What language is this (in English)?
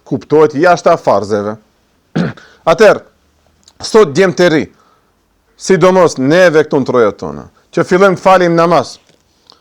Albanian